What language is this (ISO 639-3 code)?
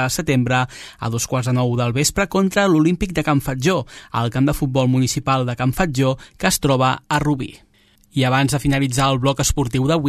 cat